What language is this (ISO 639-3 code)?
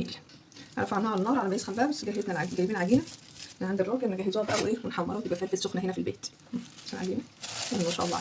arz